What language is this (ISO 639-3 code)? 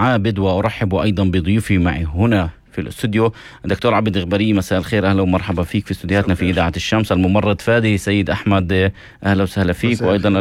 apc